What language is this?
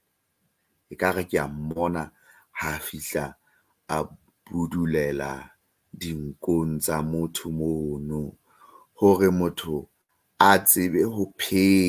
Southern Sotho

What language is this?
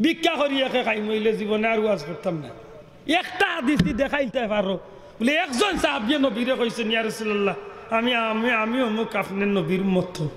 Sylheti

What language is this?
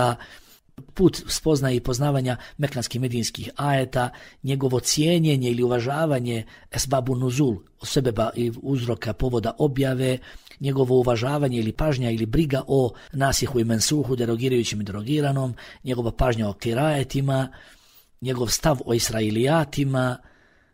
Bosnian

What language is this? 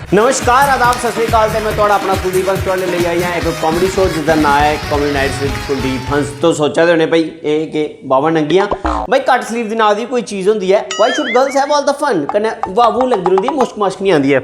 Dogri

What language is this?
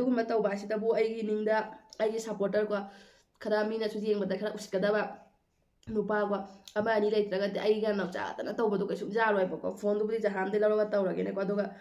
Manipuri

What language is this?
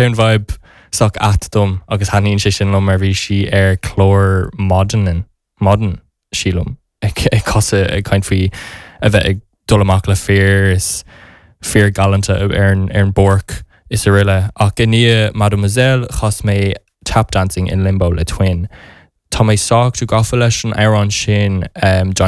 Irish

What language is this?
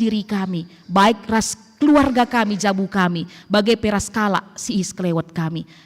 Batak Karo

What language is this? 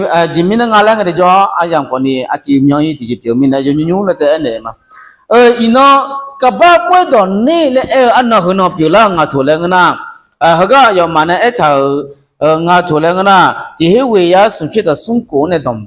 Akha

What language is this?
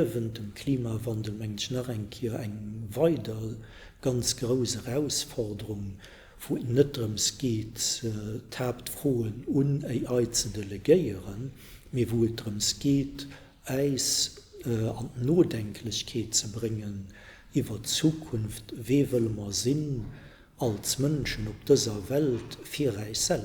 Luxembourgish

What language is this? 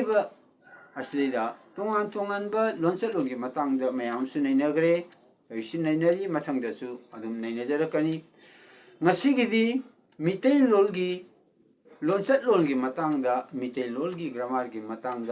Manipuri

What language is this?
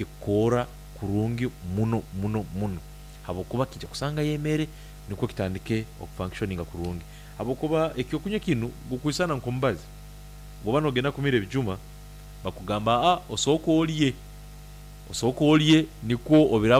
Nyankole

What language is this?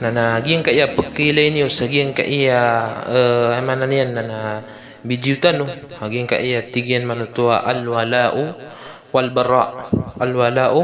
Maranao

